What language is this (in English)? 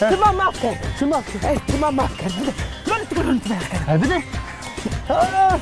Zaza